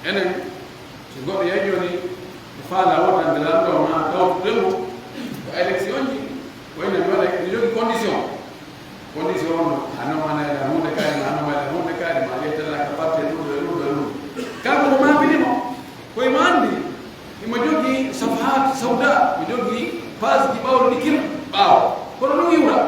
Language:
Pular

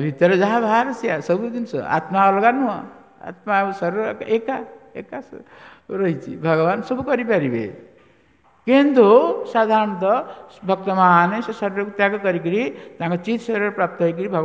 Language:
Odia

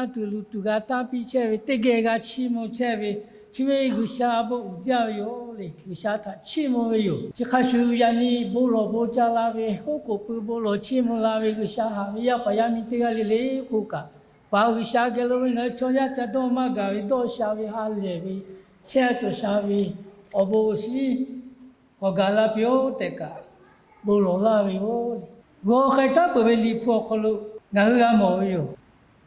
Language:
Lahu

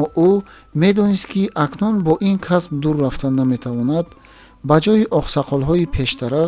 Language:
Tajik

